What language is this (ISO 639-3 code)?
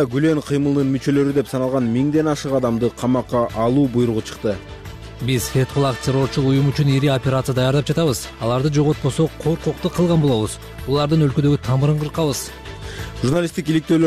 kir